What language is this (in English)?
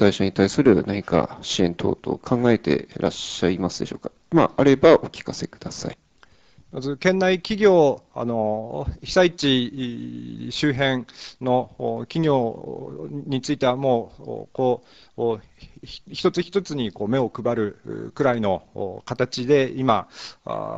Japanese